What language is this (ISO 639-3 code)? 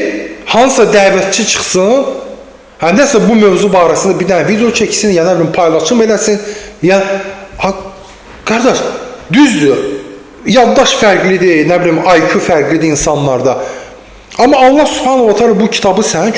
aze